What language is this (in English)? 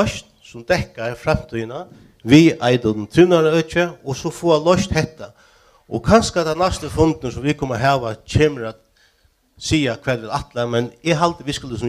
Faroese